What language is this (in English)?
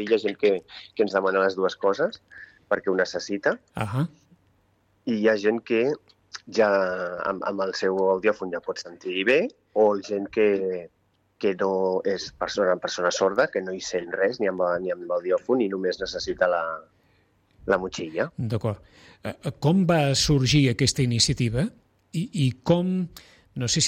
Catalan